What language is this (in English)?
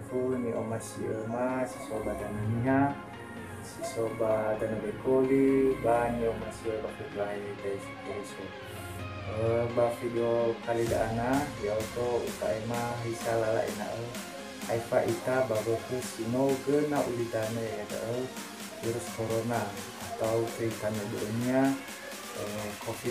Nias